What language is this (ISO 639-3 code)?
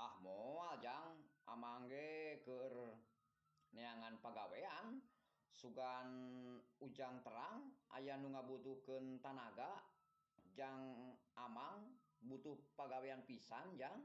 sun